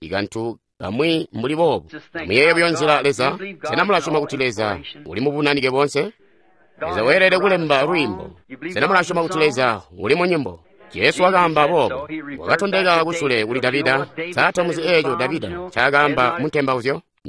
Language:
Tonga (Zambia)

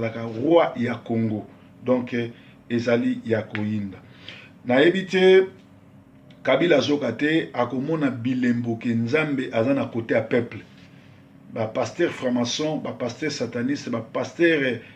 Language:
Lingala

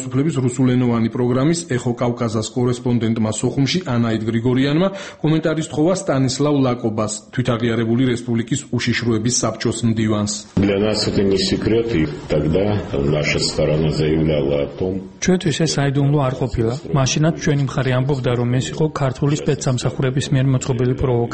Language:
Georgian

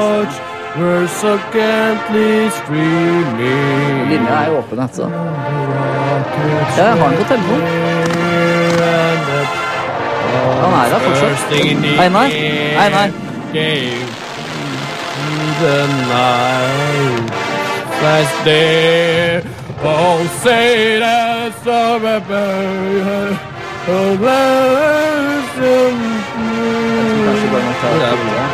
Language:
Norwegian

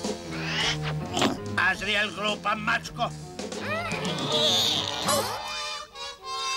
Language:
Croatian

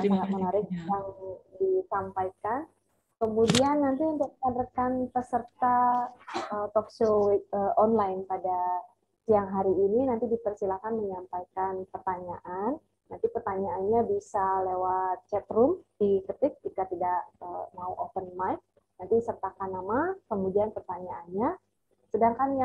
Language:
Indonesian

